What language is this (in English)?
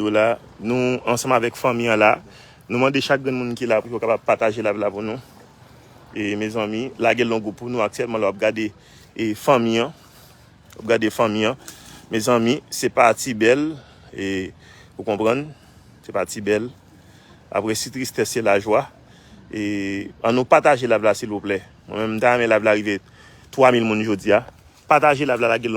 Haitian Creole